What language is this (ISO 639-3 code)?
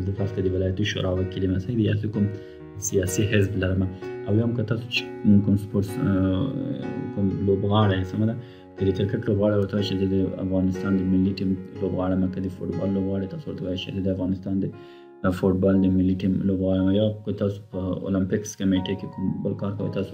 pus